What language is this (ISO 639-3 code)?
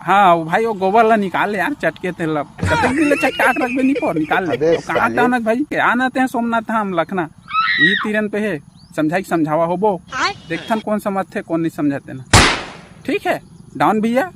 hne